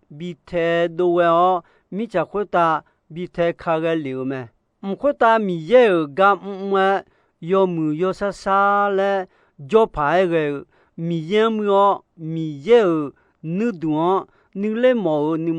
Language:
Akha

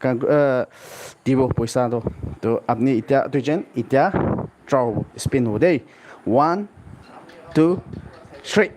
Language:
Naga Pidgin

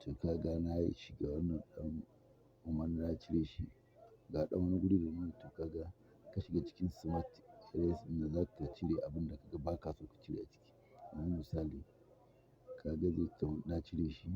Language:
Hausa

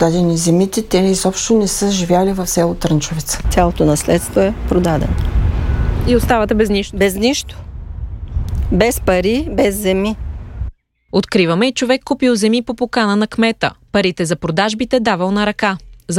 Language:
Bulgarian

